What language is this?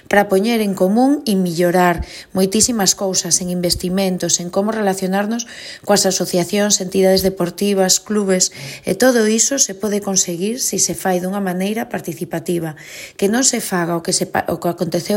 Galician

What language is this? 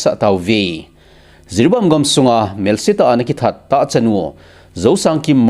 Thado Chin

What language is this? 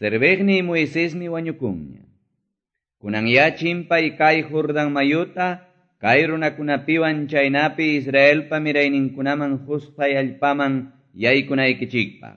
Quechua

